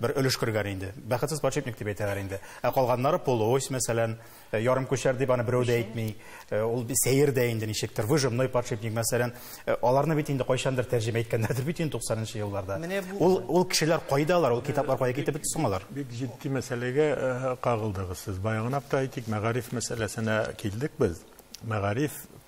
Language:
Tatar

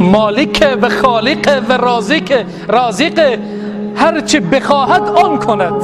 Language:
Tajik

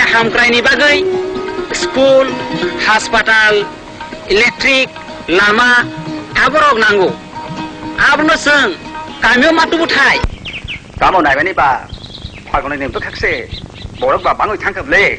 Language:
Kok Borok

